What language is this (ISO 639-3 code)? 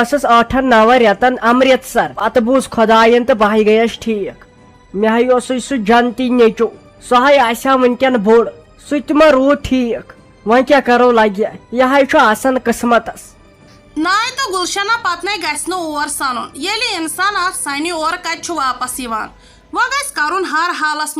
kas